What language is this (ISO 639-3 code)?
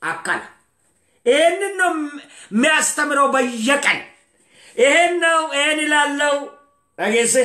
orm